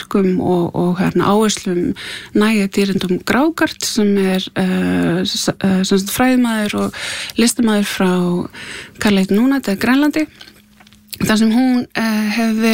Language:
Icelandic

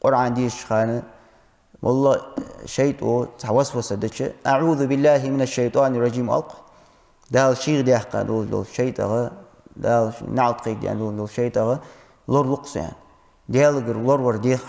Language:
Ingush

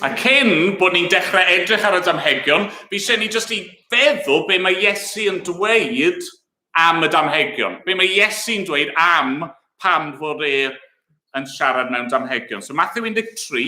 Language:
Welsh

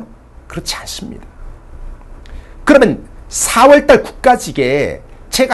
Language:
Korean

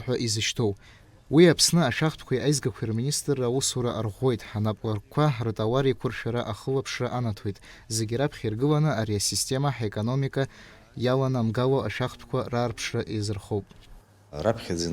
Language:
Abkhazian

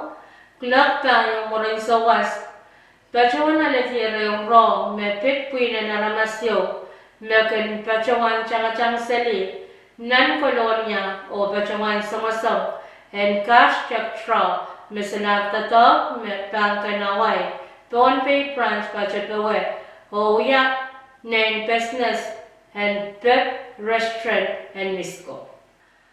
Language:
Pohnpeian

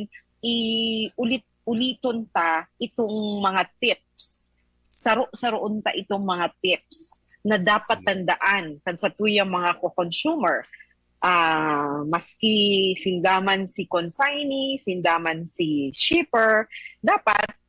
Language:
Bikol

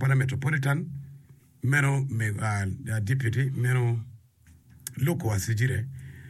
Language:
Acoli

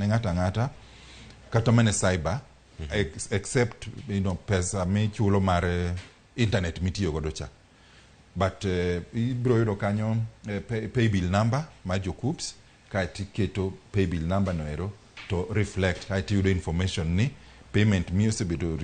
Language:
Luo (Kenya and Tanzania)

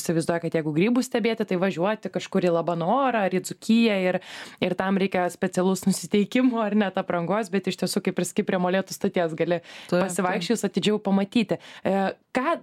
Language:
Lithuanian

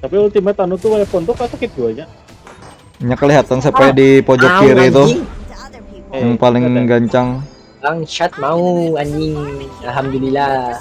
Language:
Banjar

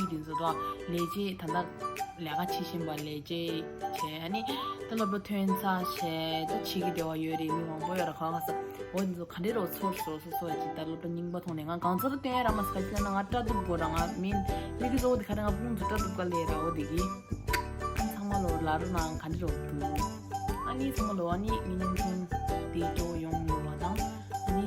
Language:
Tibetan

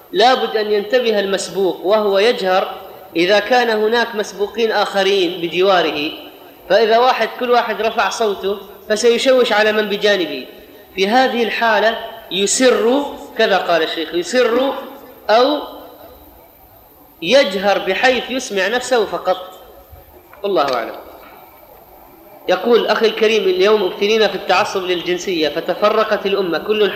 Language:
Arabic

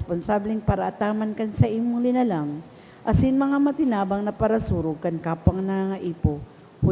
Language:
Bikol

